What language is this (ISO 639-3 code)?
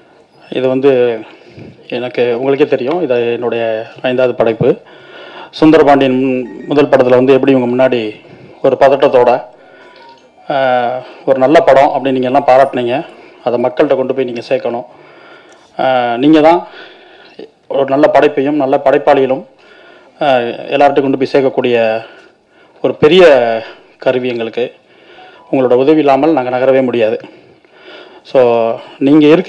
tam